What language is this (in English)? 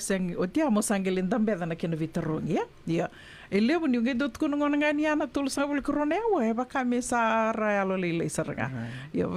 Fijian